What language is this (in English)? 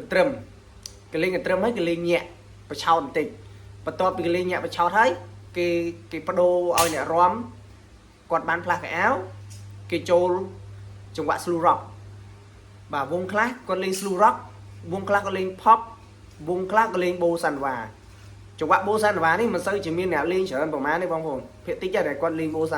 Khmer